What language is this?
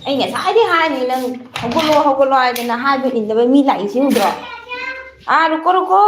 Manipuri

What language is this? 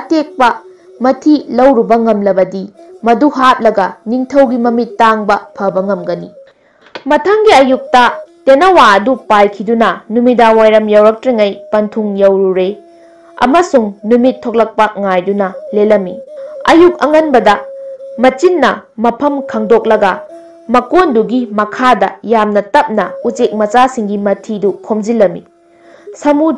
Manipuri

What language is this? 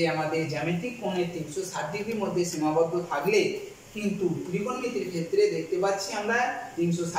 Bangla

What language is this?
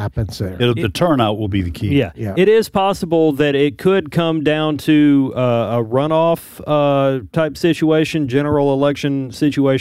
English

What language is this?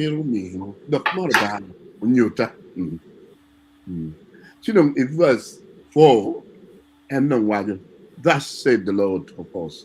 Acoli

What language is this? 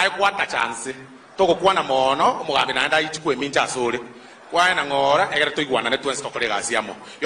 Gusii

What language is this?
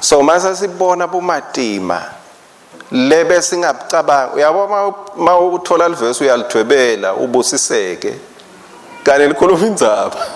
Swati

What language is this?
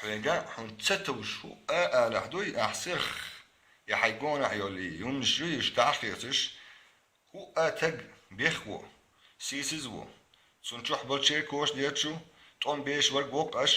Chechen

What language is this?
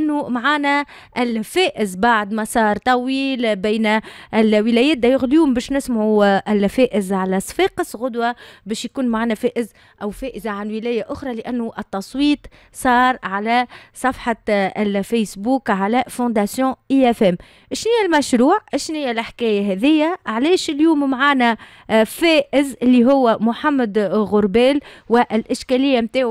Tunisian Arabic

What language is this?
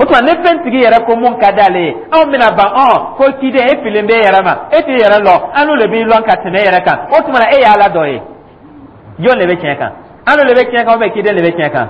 Dyula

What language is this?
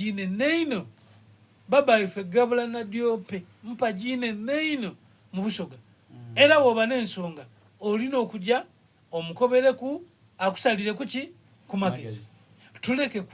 Soga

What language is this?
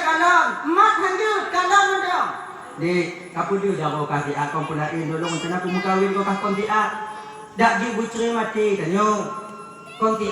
Achinese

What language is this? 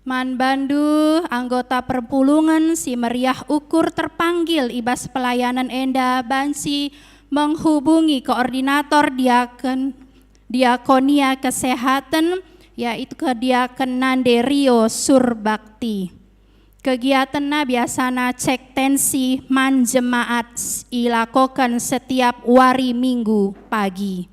Batak Karo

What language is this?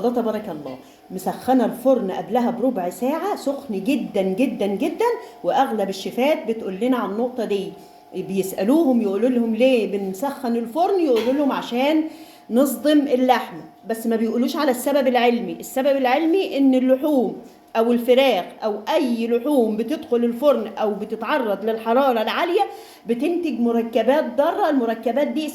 Egyptian Arabic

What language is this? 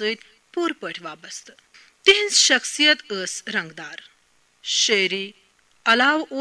Kashmiri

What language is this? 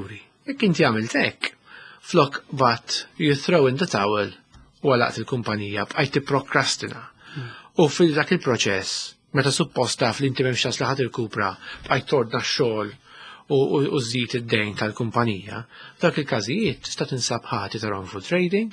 Maltese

